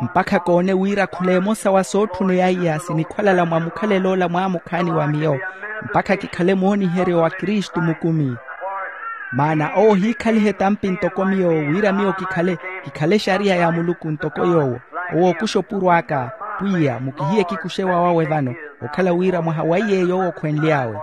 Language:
Makhuwa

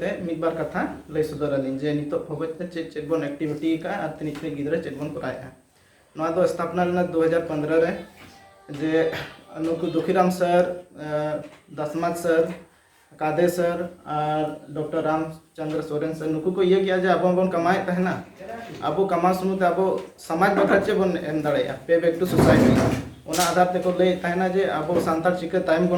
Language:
Santali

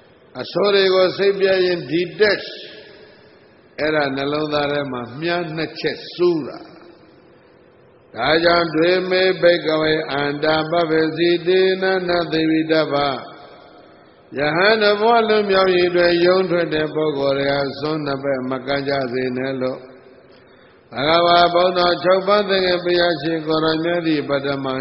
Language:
Burmese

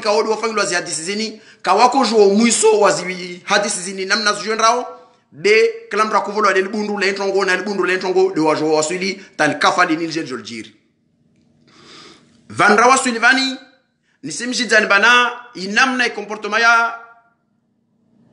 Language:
Ngazidja Comorian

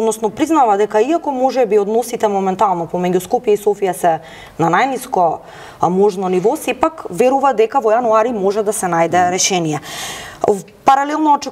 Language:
Macedonian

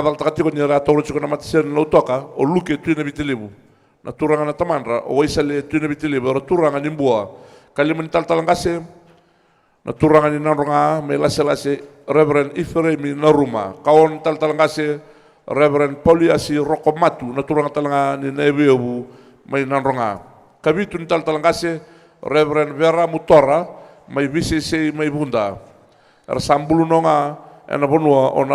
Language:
Fijian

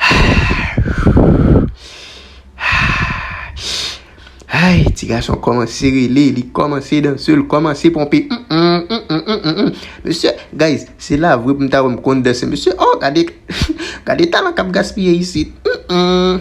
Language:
Haitian Creole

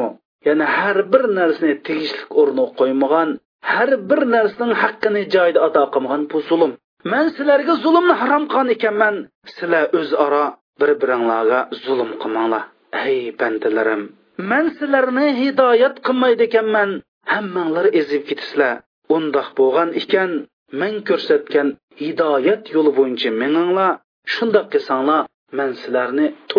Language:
Uyghur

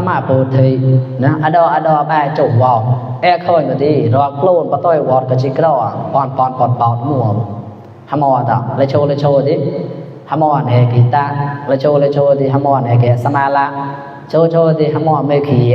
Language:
Mon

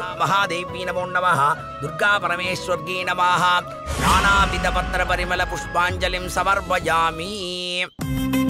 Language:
Tamil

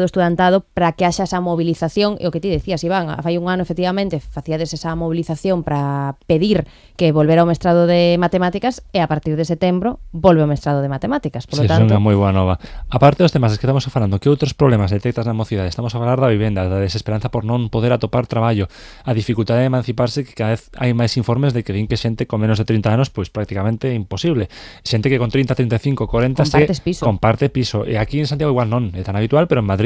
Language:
Galician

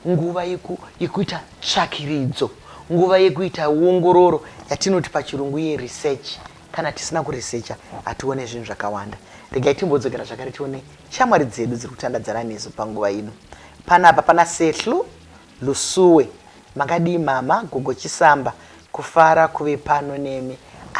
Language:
Shona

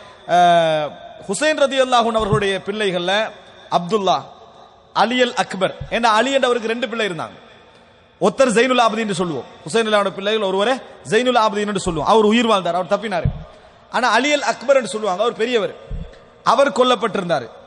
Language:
Tamil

